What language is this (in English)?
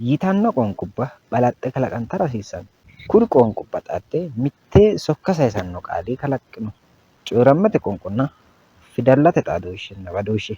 Sidamo